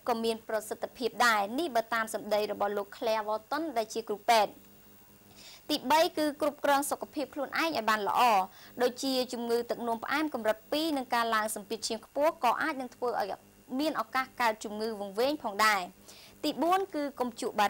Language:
Khmer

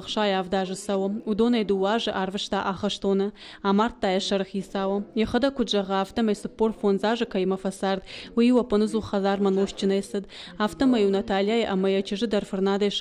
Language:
Ossetic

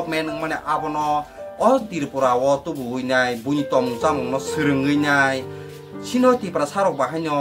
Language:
Kok Borok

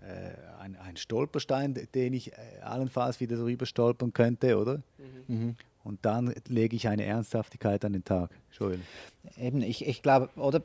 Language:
Swiss German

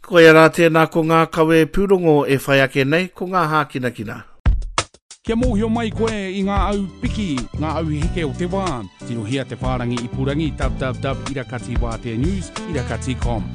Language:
Māori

